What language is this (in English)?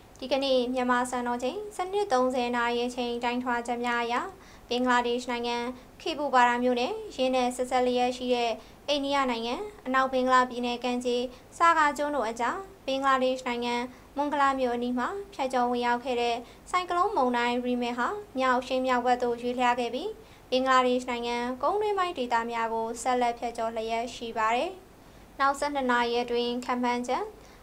Burmese